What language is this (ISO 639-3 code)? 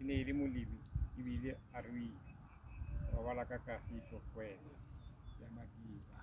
tsn